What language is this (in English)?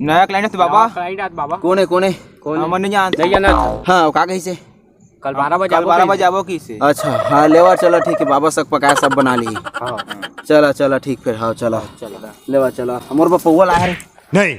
Chhattisgarhi